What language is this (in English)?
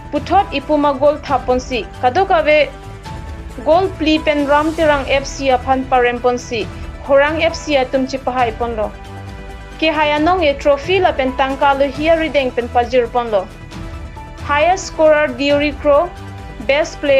Karbi